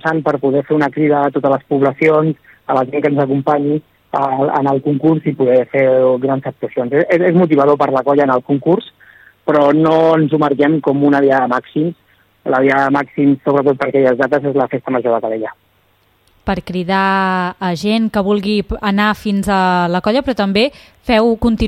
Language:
Catalan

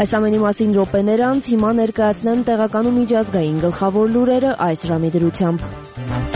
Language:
Armenian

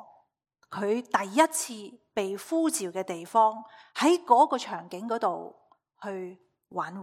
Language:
Cantonese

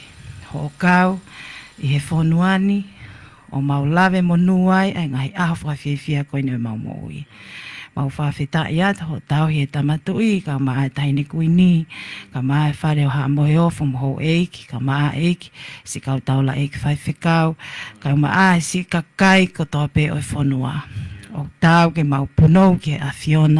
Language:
Tongan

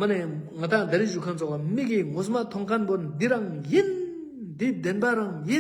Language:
Ladakhi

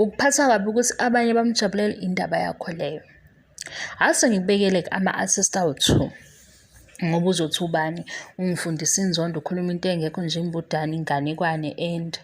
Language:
Zulu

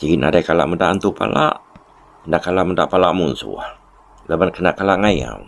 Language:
Iban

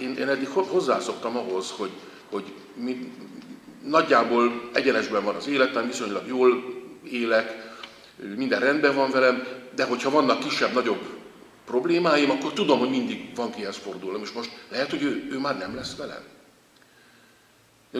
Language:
Hungarian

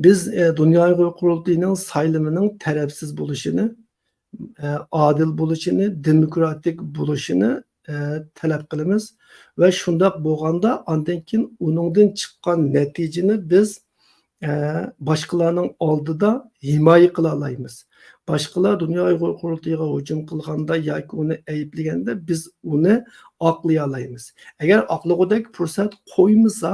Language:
Uyghur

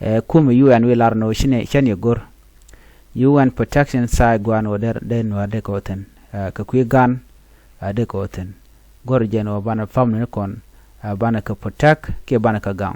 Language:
Nuer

